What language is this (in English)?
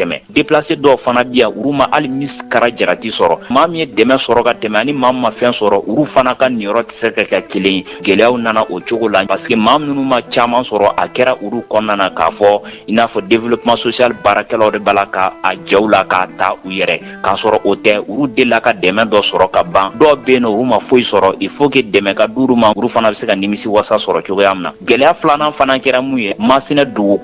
Bambara